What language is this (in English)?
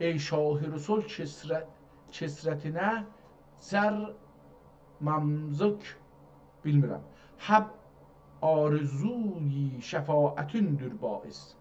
South Azerbaijani